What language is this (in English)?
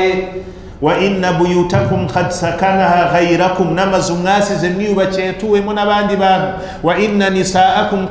Kinyarwanda